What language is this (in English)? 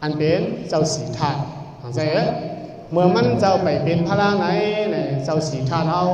Shan